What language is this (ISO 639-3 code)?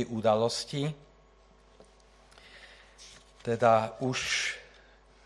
slk